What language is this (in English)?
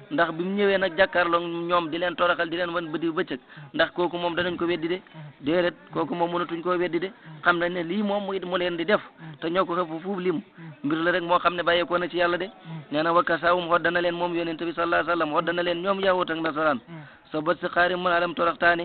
Wolof